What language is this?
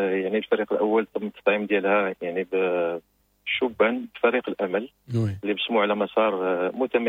Moroccan Arabic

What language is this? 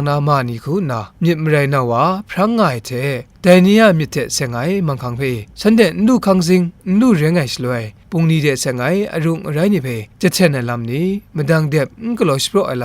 Kachin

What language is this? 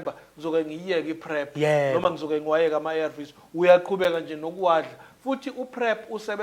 Zulu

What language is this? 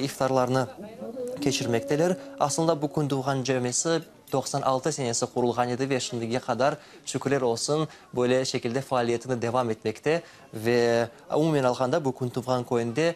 Crimean Tatar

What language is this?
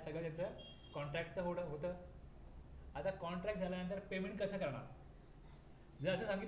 Marathi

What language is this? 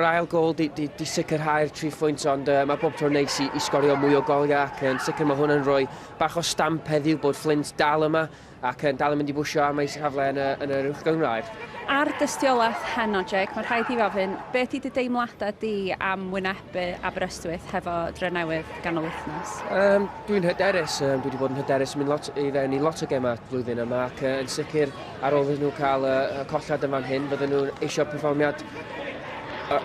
Welsh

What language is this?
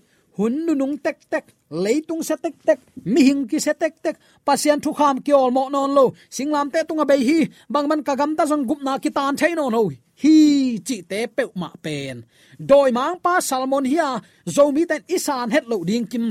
Tedim Chin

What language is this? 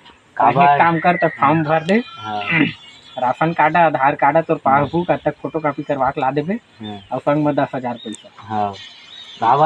Chhattisgarhi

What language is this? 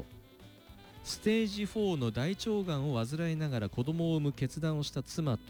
Japanese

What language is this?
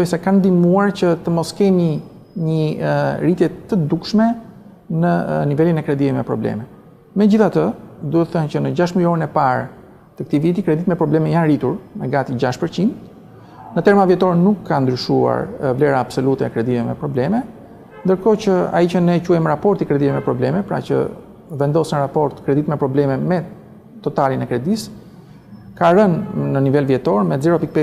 Albanian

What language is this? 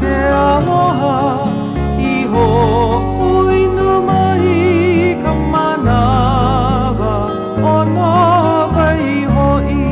Hawaiian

